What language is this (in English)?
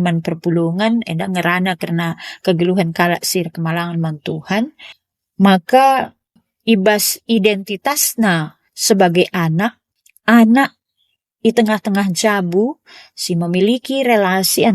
Batak Karo